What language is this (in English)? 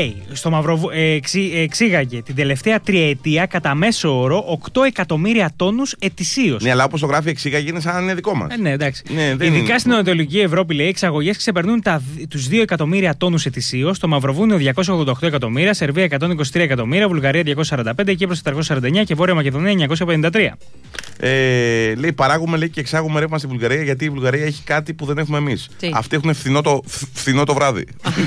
Greek